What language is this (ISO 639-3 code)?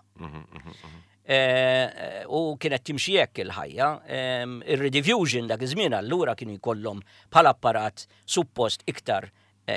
mlt